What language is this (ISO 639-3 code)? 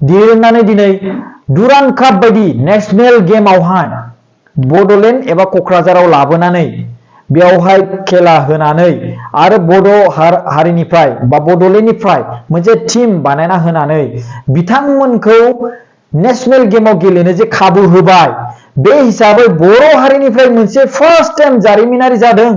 brx